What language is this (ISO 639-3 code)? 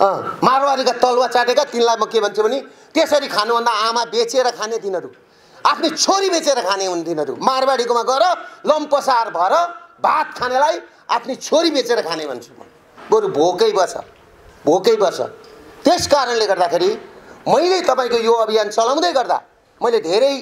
nep